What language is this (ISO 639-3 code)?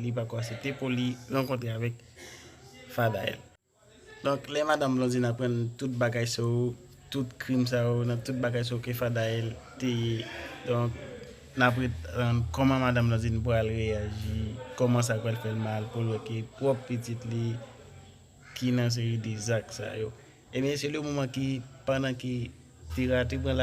hat